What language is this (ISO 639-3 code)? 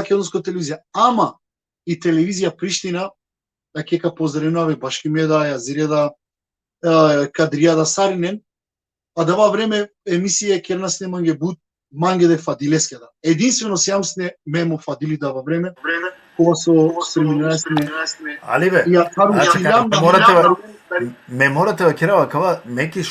rmn